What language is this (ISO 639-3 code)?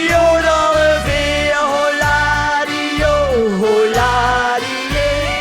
lim